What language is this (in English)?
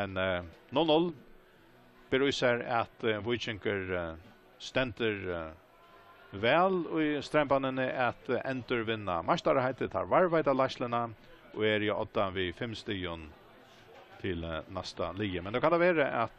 Faroese